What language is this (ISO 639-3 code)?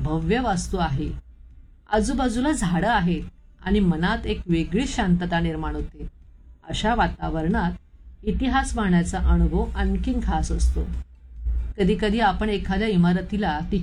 mar